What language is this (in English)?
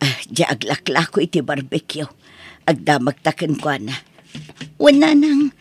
Iloko